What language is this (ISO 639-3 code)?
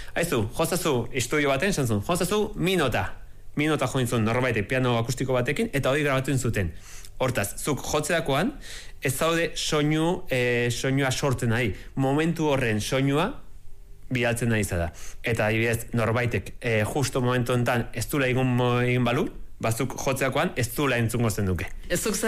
eus